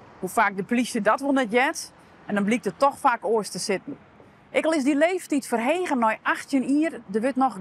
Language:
Western Frisian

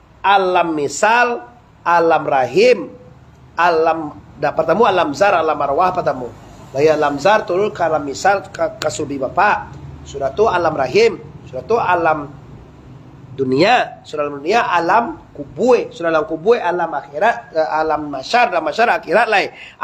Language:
Minangkabau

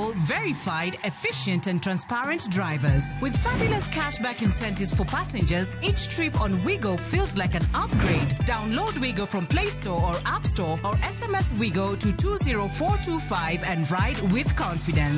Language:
Luo (Kenya and Tanzania)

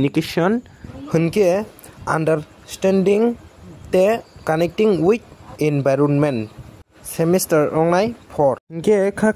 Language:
Kok Borok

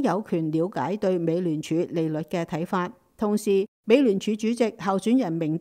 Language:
Cantonese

